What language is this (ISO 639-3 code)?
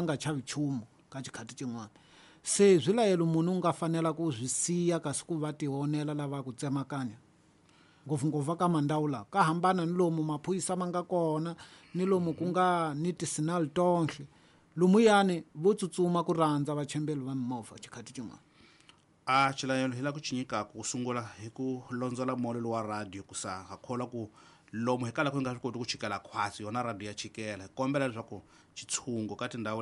tso